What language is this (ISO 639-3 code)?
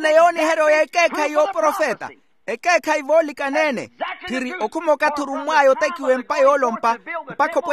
vmw